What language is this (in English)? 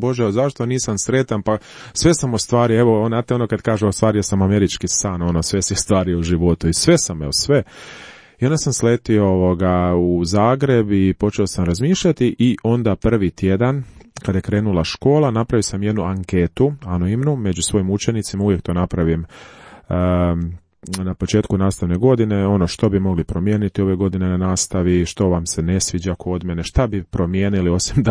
Croatian